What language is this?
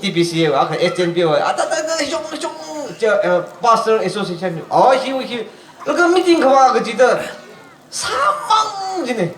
Tangkhul Naga (India)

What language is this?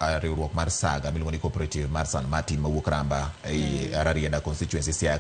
Luo (Kenya and Tanzania)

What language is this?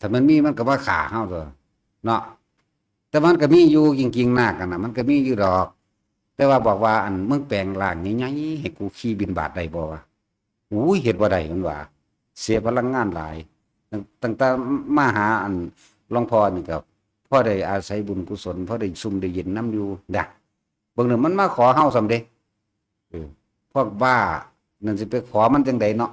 Northeastern Thai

